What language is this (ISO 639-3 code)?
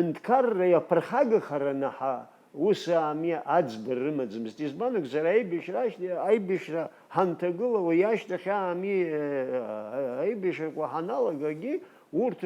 abk